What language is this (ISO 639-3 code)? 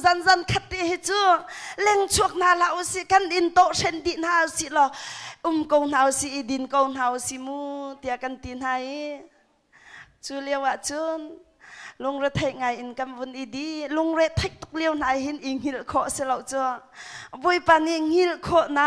cnh